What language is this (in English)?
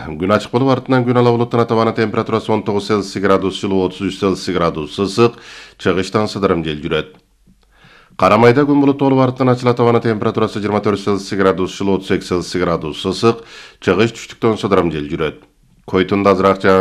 Kyrgyz